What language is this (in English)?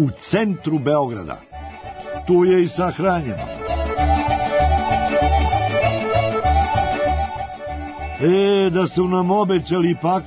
Serbian